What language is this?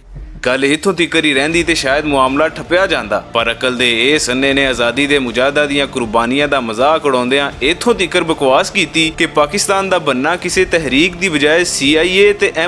Western Panjabi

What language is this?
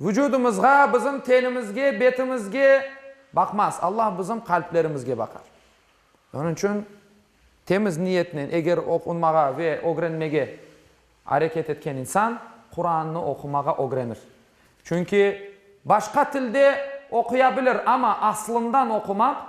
Crimean Tatar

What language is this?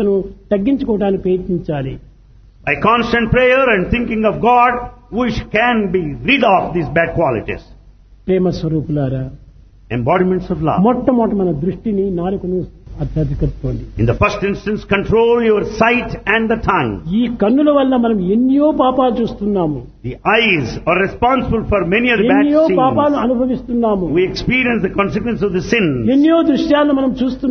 Telugu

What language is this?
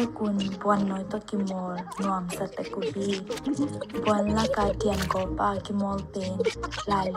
Tedim Chin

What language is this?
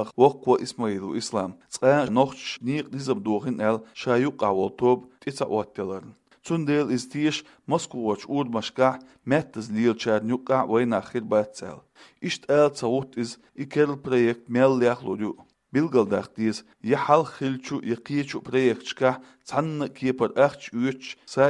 Chechen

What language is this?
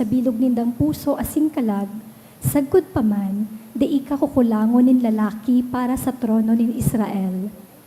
Bikol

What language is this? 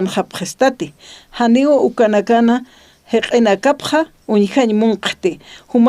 Aymara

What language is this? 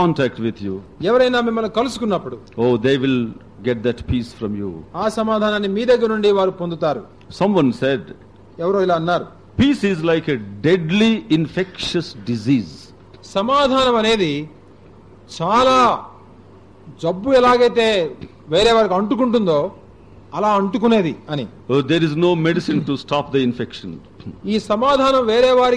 Telugu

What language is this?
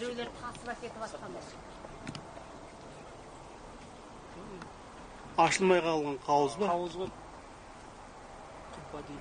Kazakh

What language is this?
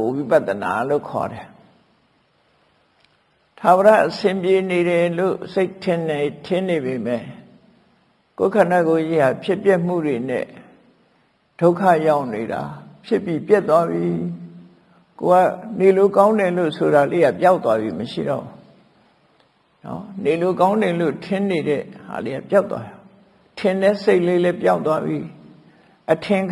Burmese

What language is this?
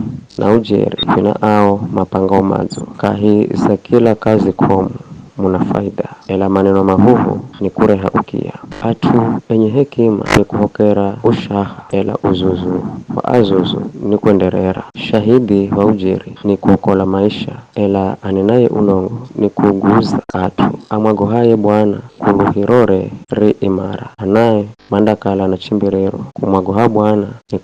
Giryama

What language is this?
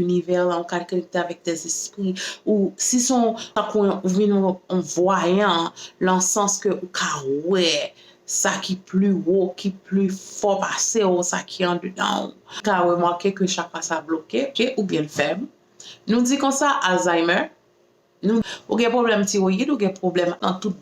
Haitian Creole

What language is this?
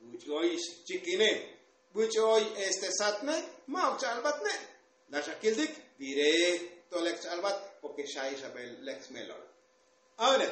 Tzotzil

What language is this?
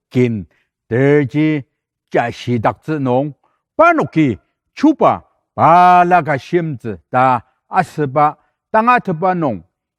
Ao Naga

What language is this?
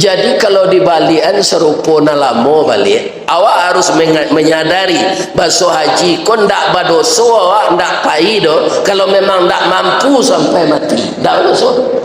Minangkabau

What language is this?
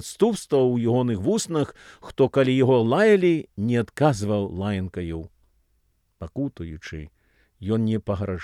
Belarusian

